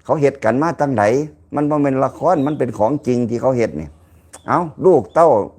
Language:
Lao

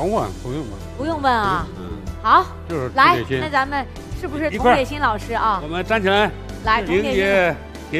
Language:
Chinese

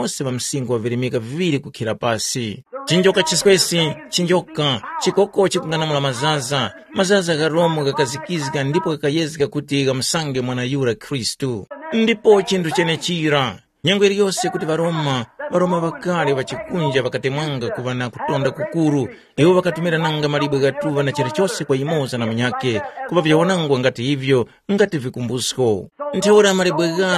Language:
Tumbuka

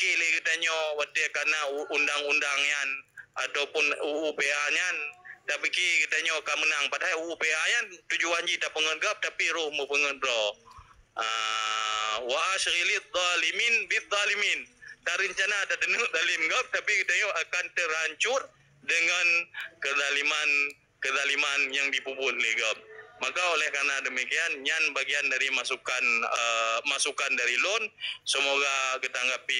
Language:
Achinese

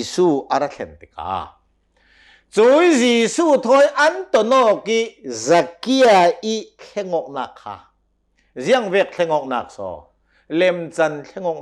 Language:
Hakha Chin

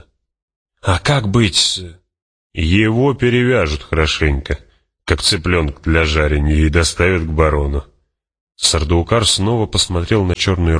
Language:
Russian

